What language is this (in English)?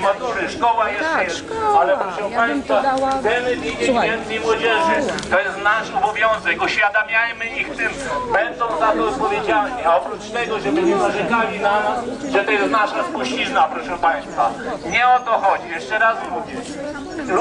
Polish